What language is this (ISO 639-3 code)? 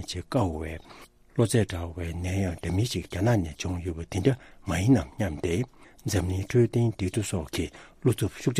bod